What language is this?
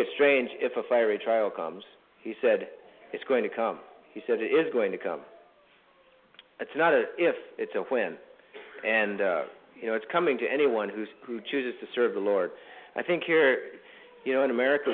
English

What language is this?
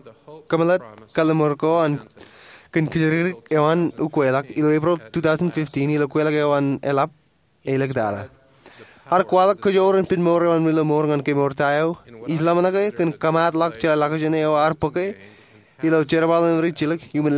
Marshallese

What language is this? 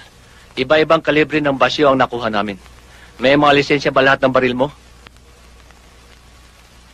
Filipino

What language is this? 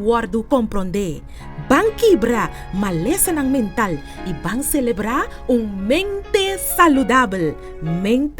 Papiamento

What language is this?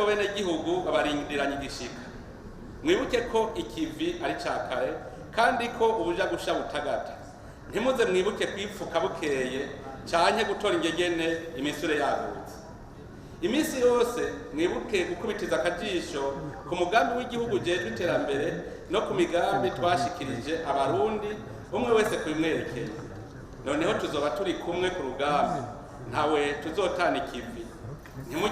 Rundi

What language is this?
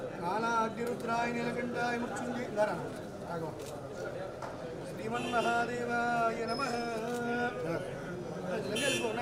Telugu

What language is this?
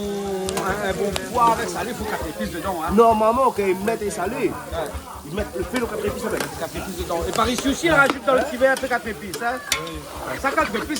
Réunion Creole French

